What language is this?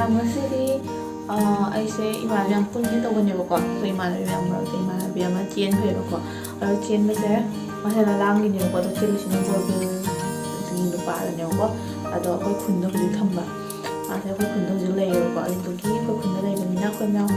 Manipuri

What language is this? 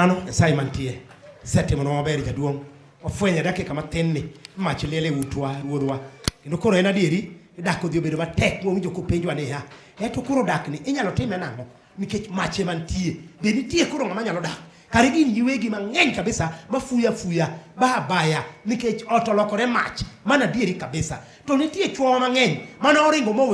Luo (Kenya and Tanzania)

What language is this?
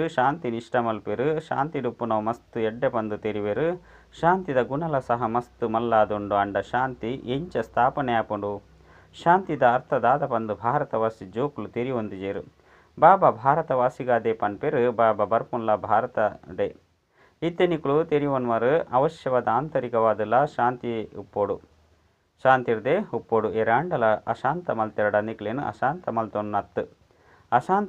Tulu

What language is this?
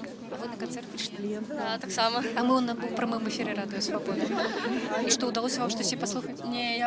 Belarusian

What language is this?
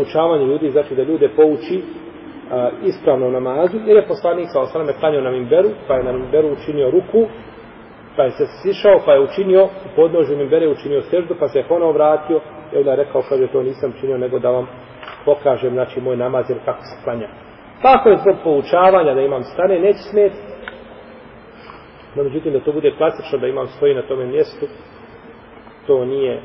Bosnian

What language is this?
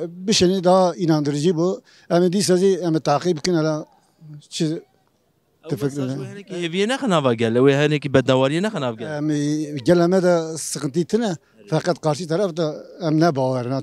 Kurdish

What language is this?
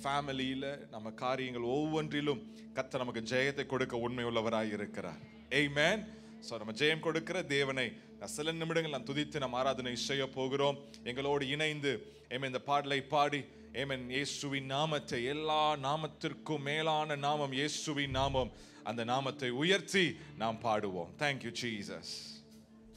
Tamil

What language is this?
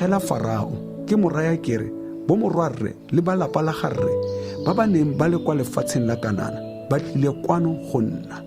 Tswana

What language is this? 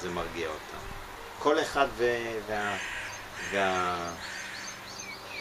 Hebrew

